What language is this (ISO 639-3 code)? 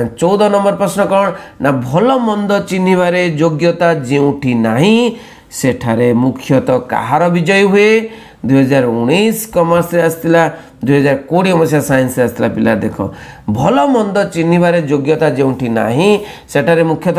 ori